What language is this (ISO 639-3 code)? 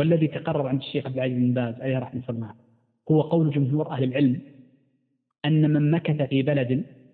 ara